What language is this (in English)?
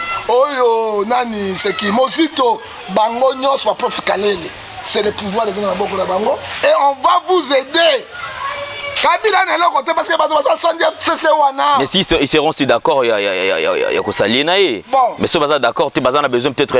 Lingala